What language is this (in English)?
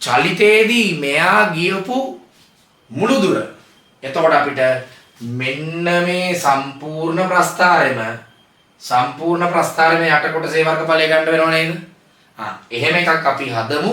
Sinhala